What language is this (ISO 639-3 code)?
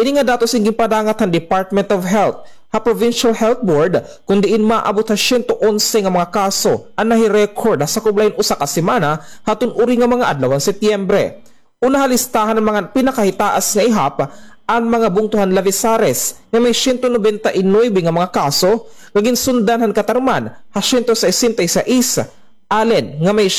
war